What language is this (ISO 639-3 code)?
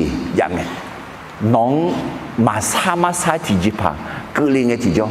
ahk